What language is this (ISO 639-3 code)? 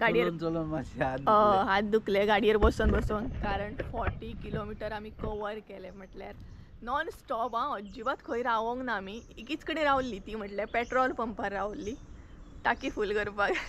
kok